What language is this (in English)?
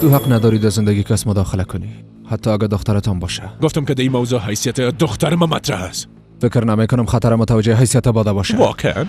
Persian